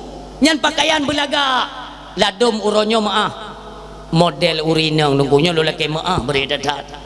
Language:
Achinese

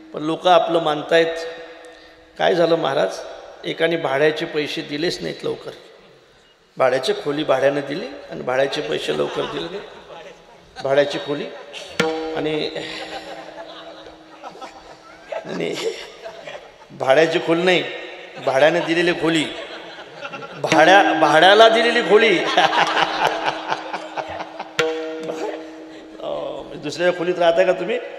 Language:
Marathi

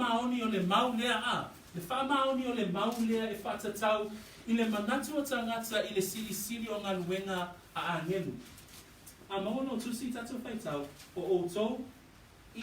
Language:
Samoan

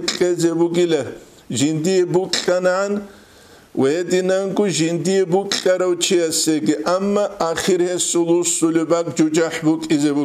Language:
Avaric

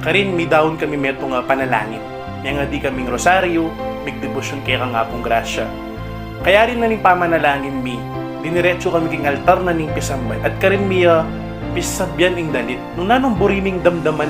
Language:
Pampanga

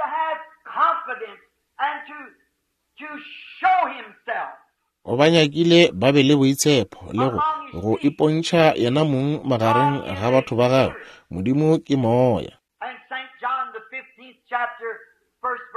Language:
Northern Sotho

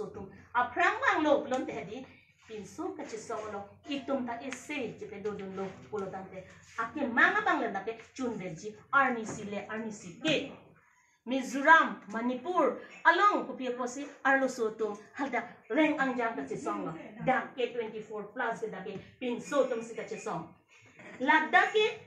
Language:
Karbi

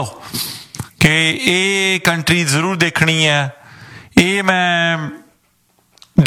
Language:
Punjabi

